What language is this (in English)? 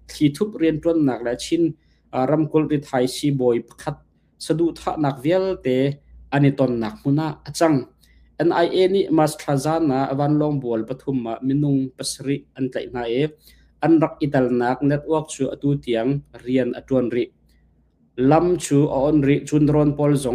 Hakha Chin